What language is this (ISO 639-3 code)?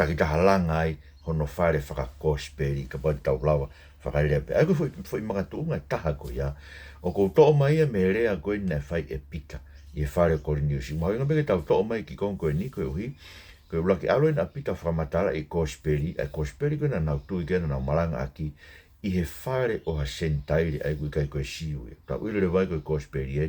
ton